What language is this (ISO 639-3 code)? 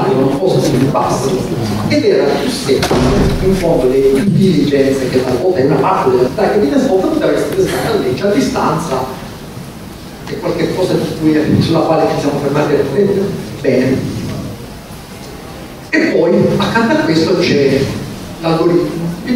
ita